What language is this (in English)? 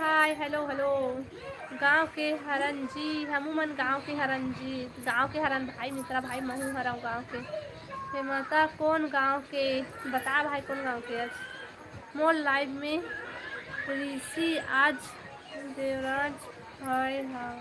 Chhattisgarhi